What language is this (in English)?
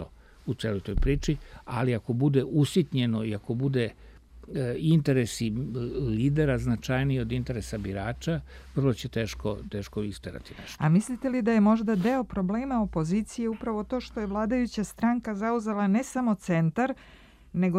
Serbian